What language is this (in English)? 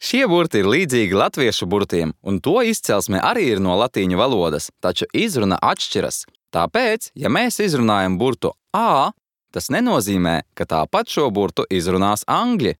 Latvian